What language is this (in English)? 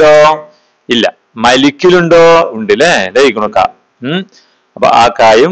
Malayalam